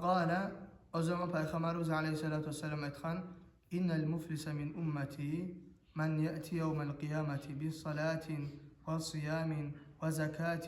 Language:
Kumyk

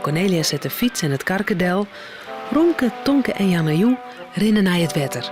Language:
Western Frisian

